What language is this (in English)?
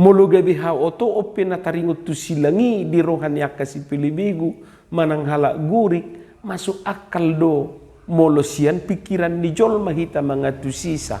Batak Toba